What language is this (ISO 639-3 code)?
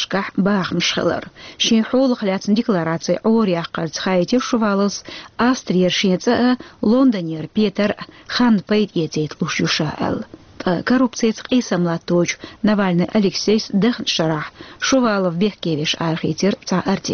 che